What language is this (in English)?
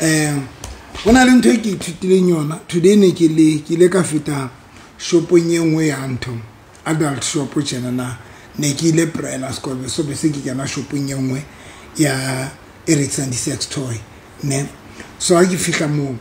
Southern Sotho